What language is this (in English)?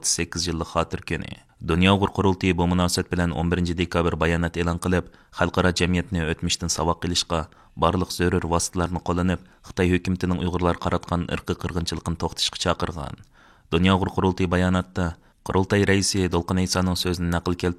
Uyghur